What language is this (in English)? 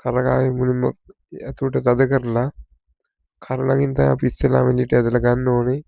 Sinhala